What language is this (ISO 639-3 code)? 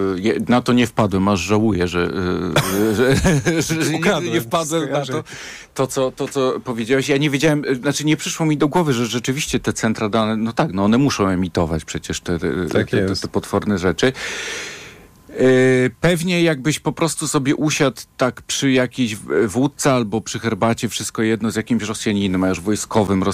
pol